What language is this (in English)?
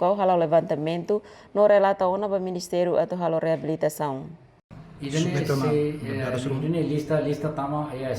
Tetum